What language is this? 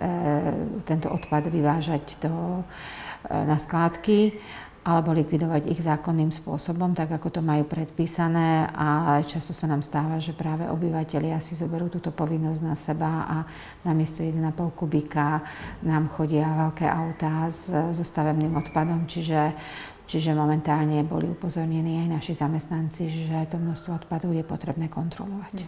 Slovak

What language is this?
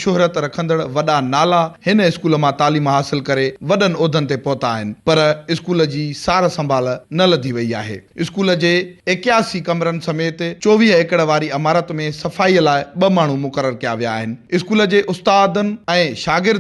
Sindhi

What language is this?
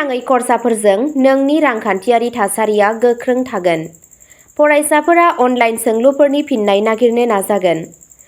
Bodo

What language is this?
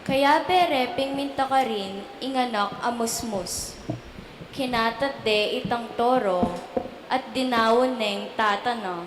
Pampanga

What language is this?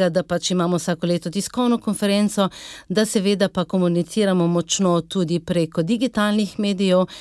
Slovenian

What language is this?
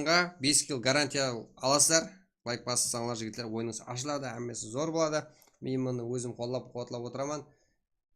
Kara-Kalpak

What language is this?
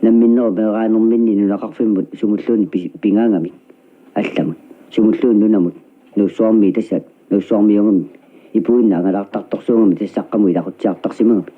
Kalaallisut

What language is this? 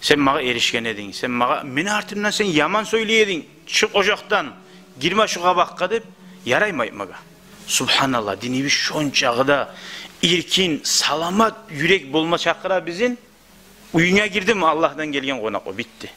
Kumyk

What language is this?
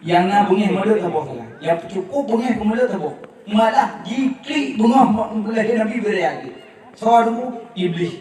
Achinese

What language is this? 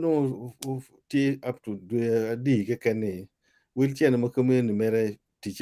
Acoli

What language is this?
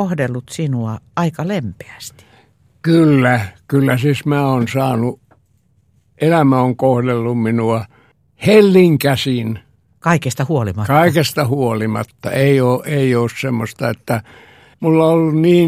Finnish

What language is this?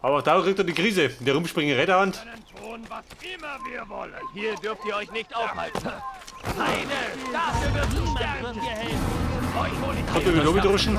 Bavarian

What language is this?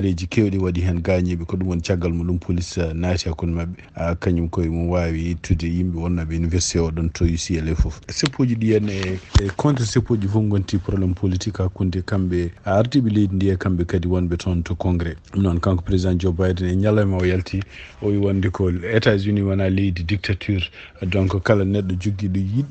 Fula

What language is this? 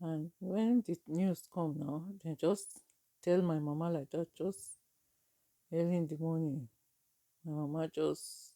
Nigerian Pidgin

